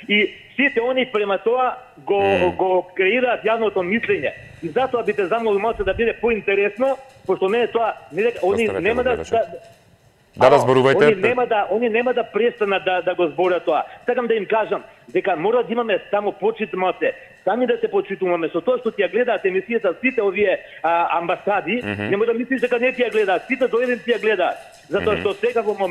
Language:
Macedonian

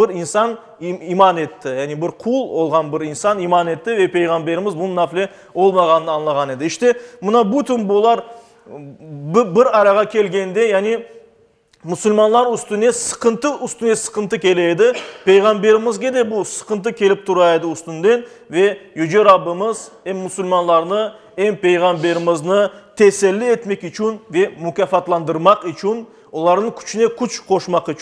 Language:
Crimean Tatar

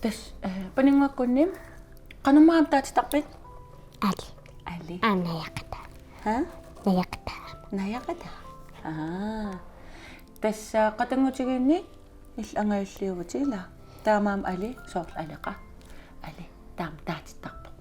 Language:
Kalaallisut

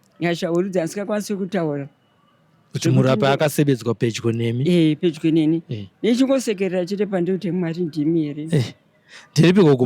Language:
Shona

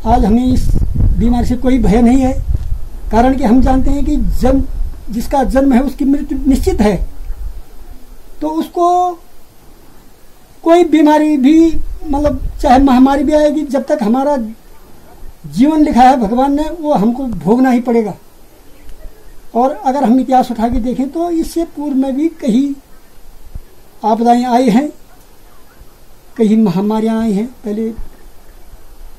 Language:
Hindi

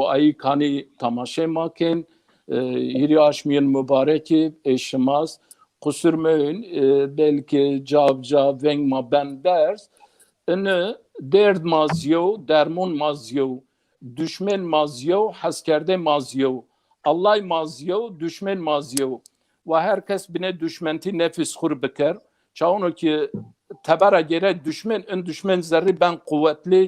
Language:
Zaza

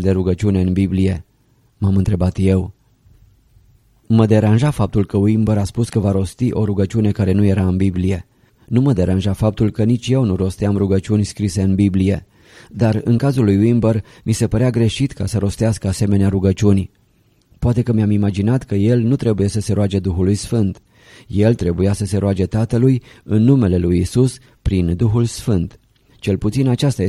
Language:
Romanian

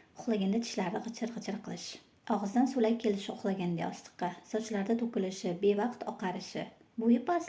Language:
Uzbek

